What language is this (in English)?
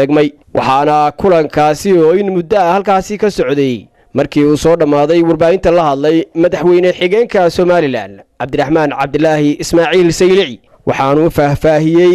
Somali